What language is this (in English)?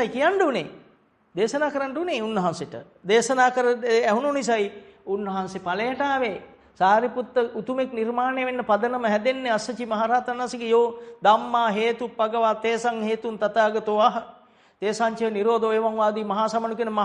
Sinhala